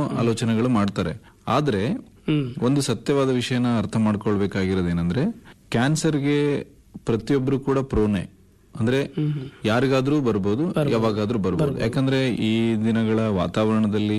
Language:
Kannada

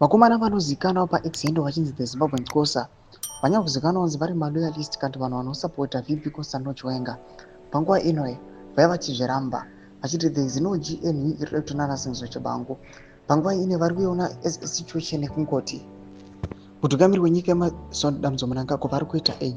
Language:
Shona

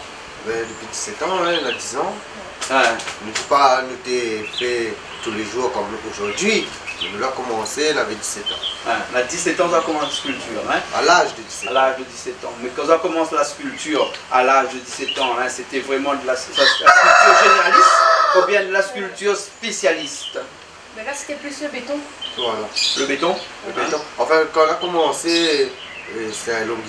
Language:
Réunion Creole French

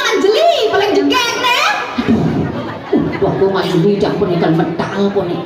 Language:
Balinese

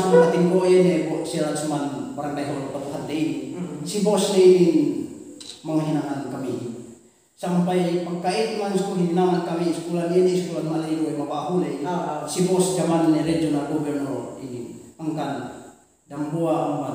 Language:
Yakan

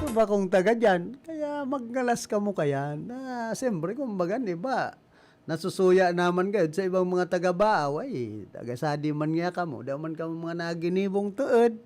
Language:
Bikol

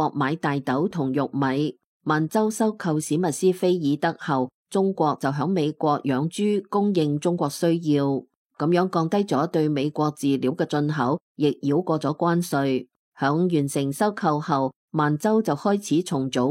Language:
Cantonese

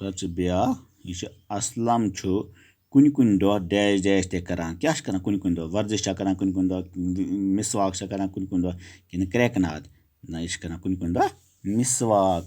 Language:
Kashmiri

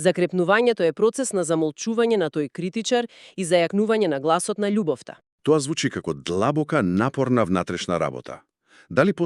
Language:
Macedonian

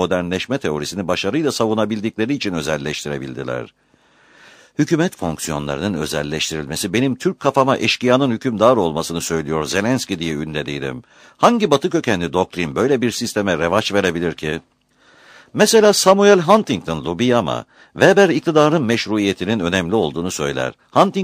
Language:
Turkish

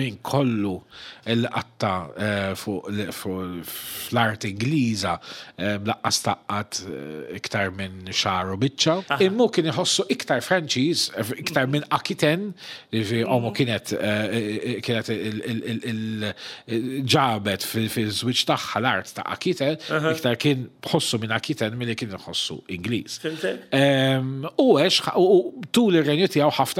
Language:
Maltese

